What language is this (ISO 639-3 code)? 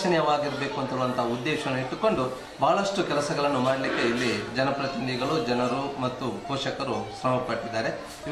kan